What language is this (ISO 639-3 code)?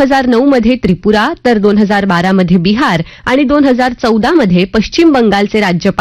mar